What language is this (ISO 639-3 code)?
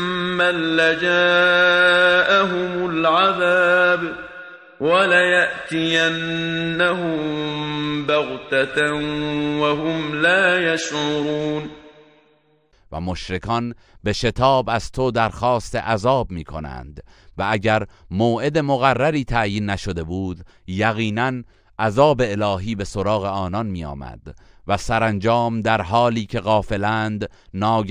fas